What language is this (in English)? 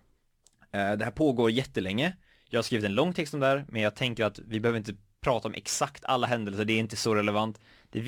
Swedish